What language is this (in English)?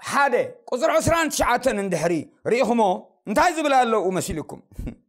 Tigrinya